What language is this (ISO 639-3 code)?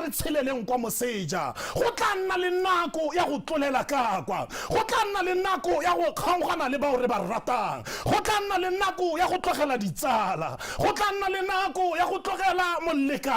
tsn